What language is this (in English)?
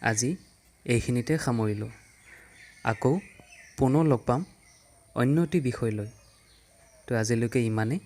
Assamese